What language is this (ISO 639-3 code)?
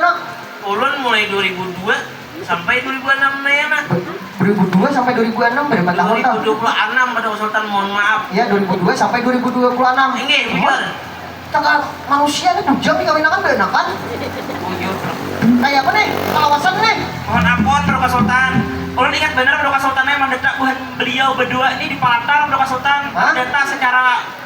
bjn